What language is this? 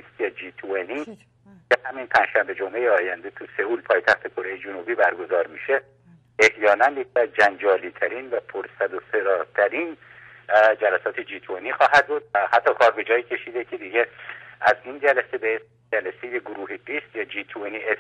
Persian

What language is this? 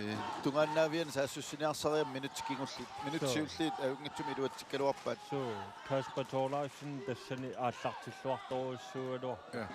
Kalaallisut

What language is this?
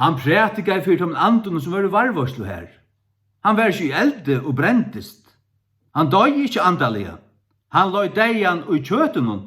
Faroese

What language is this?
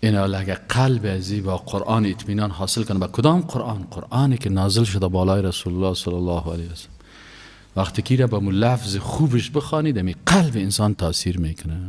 Persian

